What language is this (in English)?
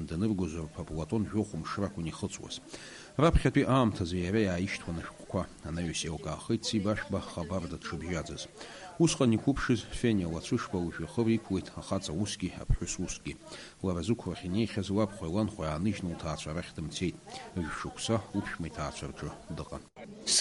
Abkhazian